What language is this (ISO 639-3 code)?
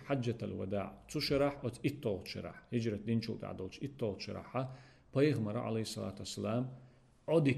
che